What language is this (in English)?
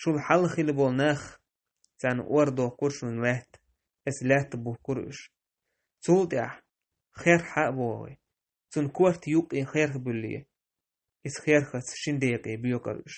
Chechen